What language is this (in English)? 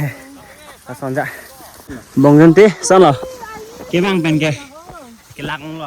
Karbi